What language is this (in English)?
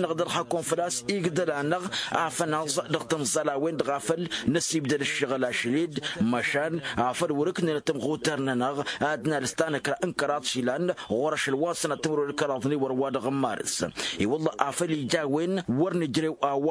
Tamasheq